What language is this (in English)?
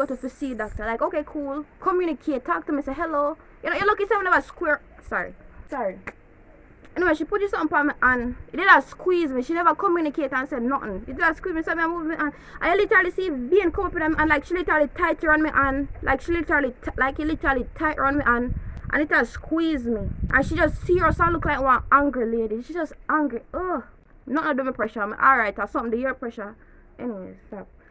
Jamaican Creole English